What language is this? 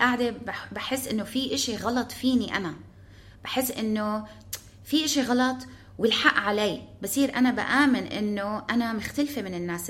North Levantine Arabic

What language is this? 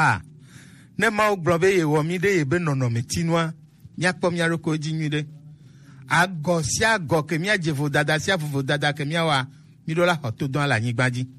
Gen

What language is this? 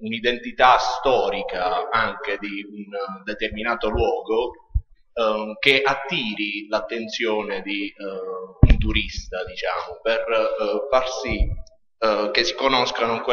Italian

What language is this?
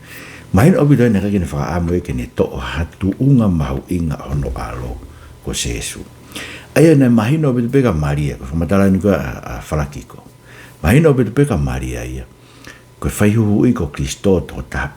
Tongan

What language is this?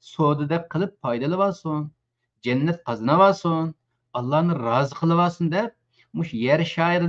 Uyghur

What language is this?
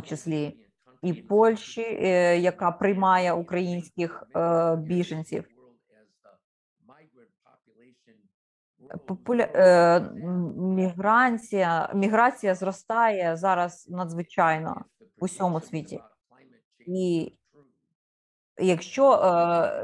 Ukrainian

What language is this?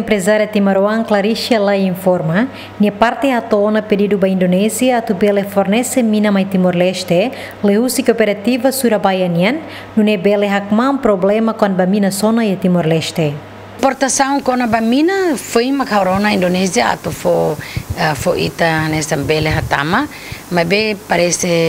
Tetum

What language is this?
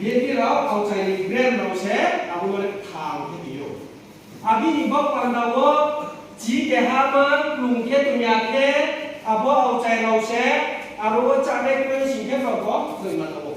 Riang (India)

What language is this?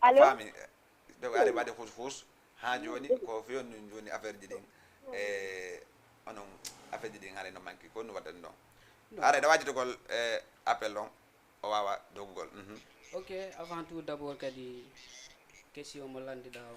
Fula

